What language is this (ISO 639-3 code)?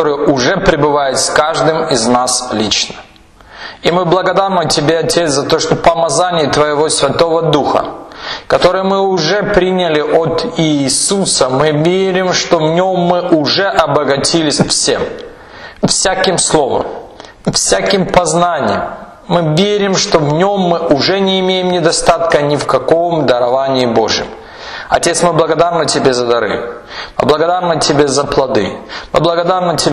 rus